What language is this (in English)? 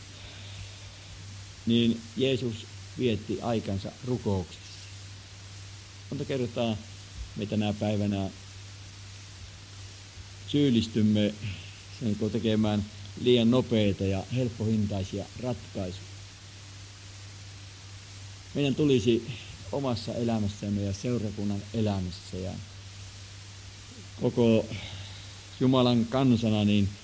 Finnish